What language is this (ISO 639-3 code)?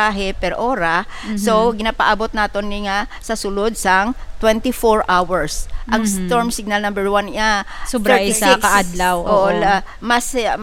hil